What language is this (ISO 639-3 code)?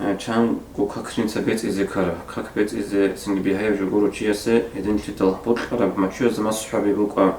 ava